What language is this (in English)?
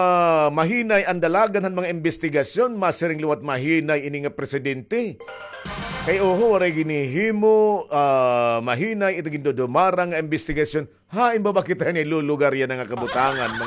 Waray